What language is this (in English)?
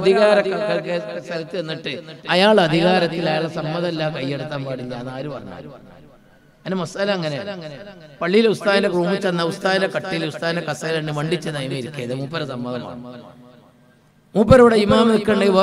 Malayalam